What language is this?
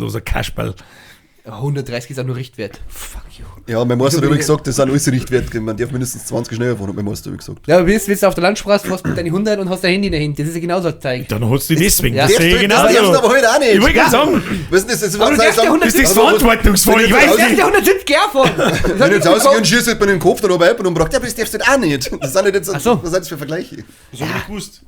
Bavarian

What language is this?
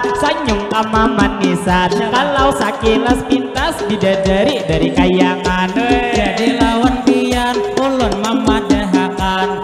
Banjar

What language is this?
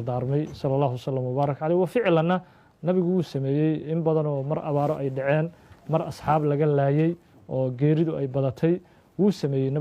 Somali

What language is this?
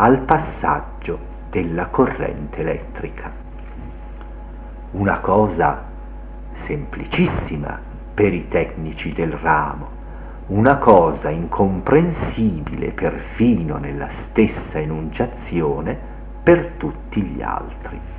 Italian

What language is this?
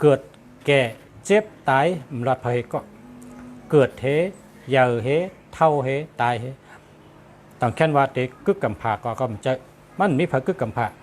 Shan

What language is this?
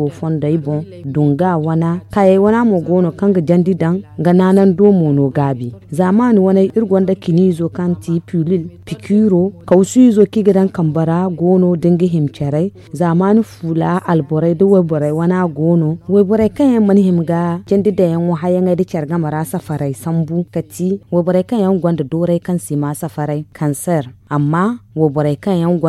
Zarma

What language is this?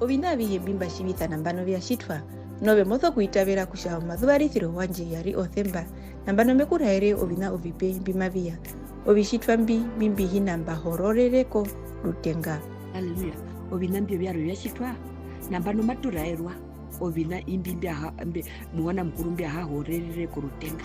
Herero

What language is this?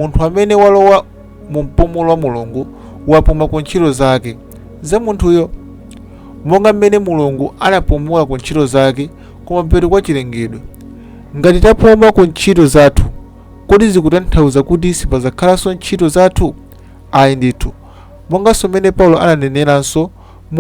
Nyanja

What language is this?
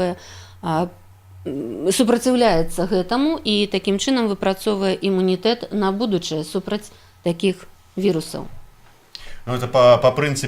Belarusian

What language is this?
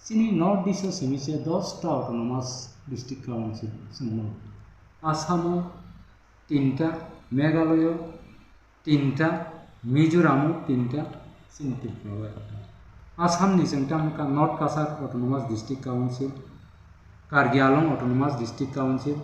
Kok Borok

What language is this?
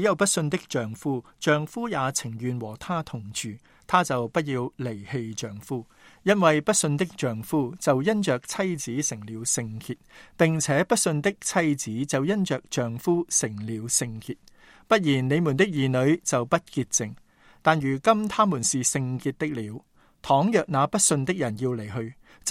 Cantonese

